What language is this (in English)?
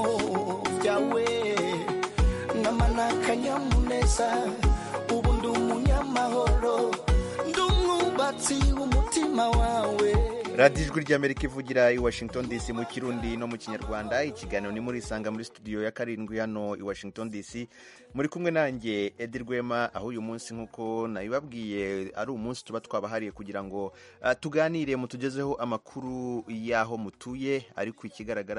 Kinyarwanda